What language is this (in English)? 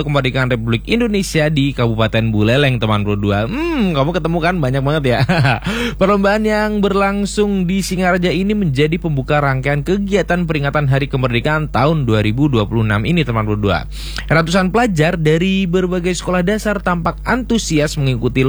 Indonesian